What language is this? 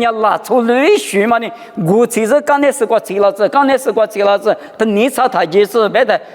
Lisu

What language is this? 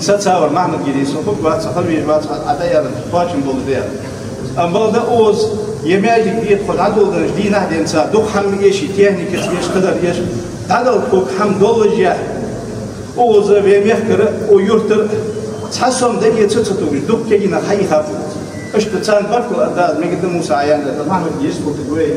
Ingush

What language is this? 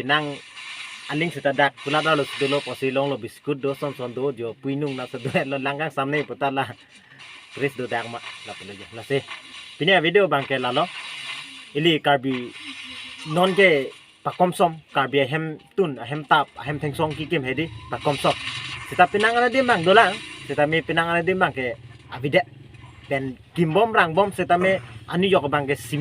Karbi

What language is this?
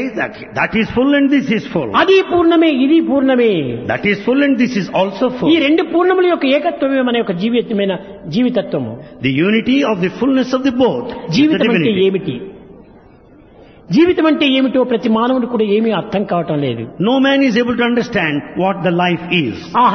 Telugu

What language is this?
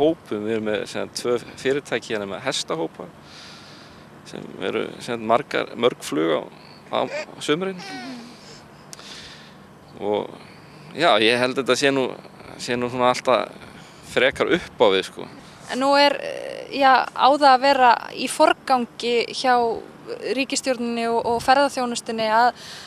Icelandic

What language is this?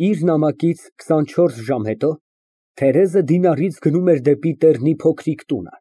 Armenian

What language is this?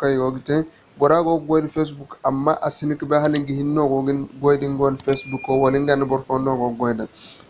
Zarma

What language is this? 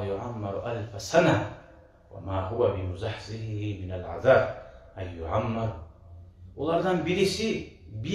Kumyk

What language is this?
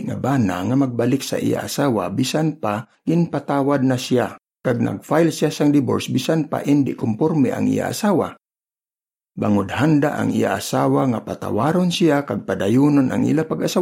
Hiligaynon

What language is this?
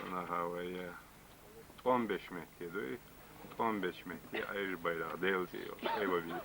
Chechen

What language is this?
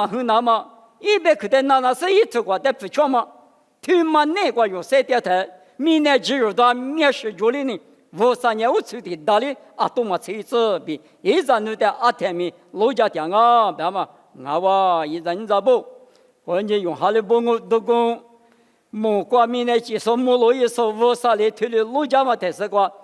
Lisu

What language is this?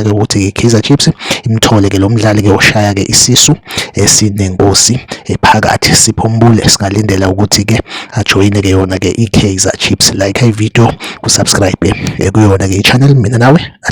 Zulu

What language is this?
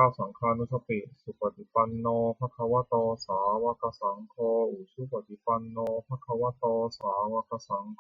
Pali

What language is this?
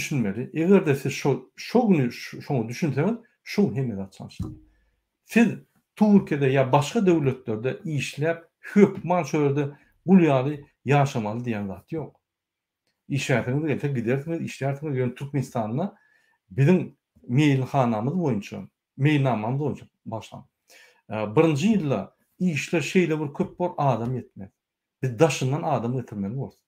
Turkmen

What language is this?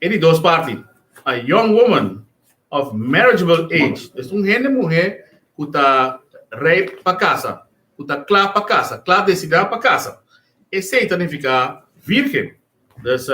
Papiamento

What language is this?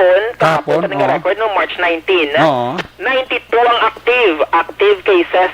Hiligaynon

